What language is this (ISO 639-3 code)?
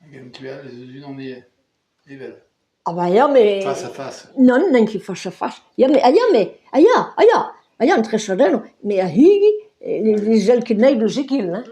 bre